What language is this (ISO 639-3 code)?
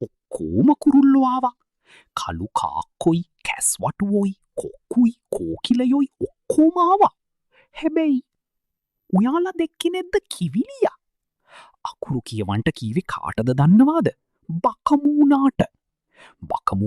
sin